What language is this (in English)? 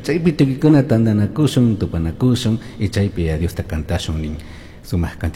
Chimborazo Highland Quichua